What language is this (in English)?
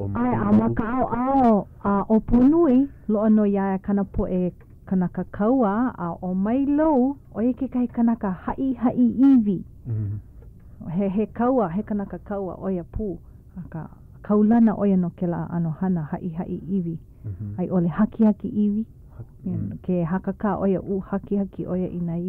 Hawaiian